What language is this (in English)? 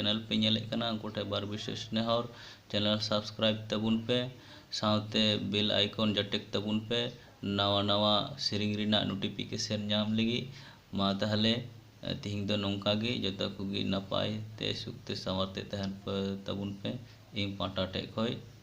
Santali